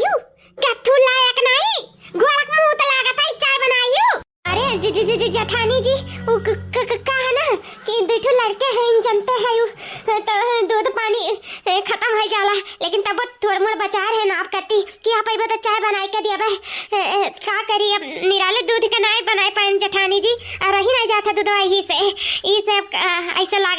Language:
Awadhi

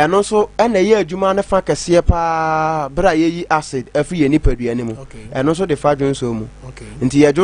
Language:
Akan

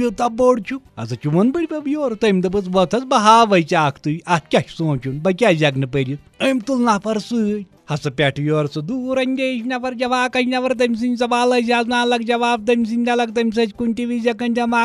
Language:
Kashmiri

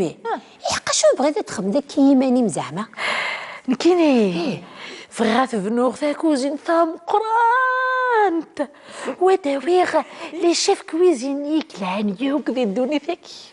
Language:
Kabyle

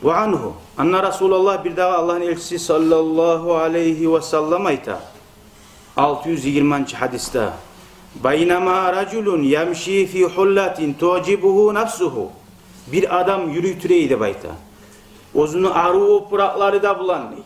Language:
Kumyk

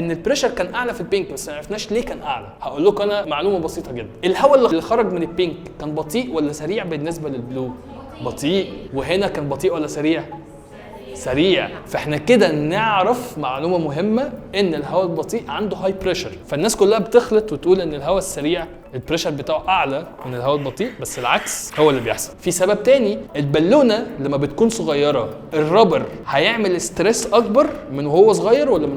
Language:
Egyptian Arabic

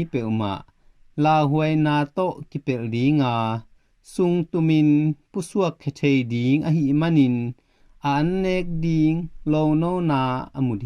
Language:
Tedim Chin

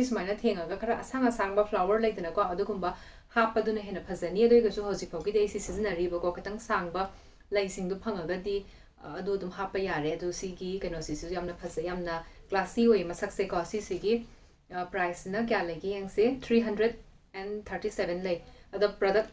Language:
Manipuri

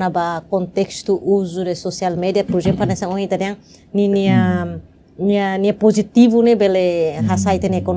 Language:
Tetum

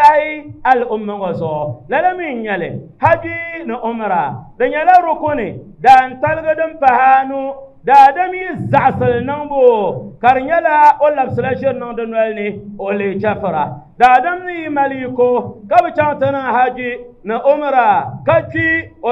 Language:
Dagbani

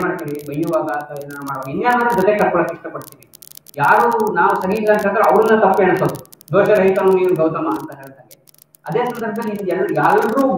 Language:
Kannada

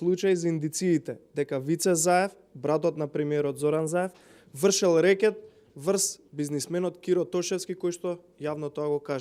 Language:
Macedonian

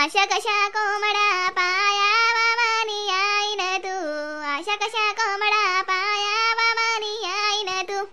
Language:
Khandesi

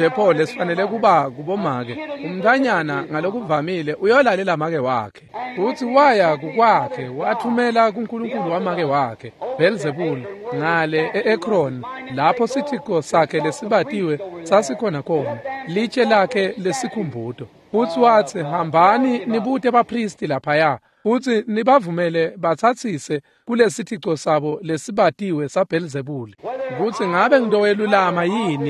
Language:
Swati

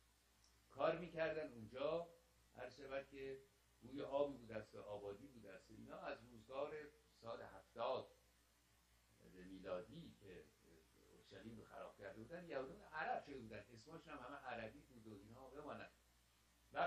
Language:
Persian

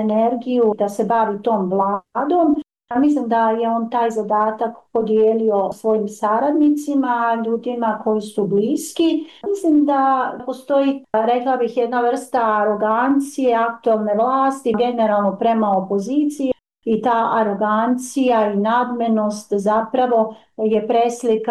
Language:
Bosnian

